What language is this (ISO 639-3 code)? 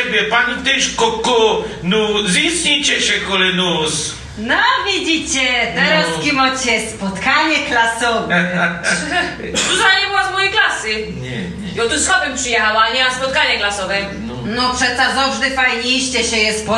szl